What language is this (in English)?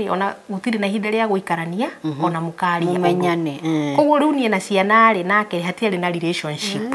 Kikuyu